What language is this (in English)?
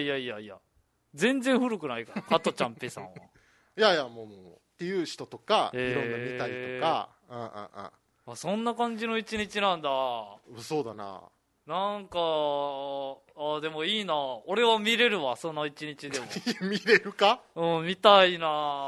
Japanese